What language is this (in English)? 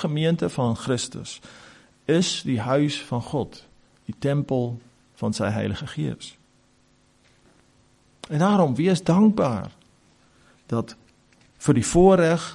Afrikaans